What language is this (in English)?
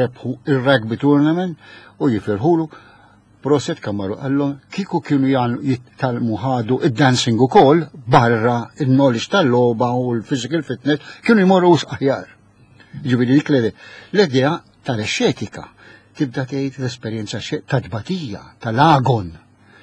Maltese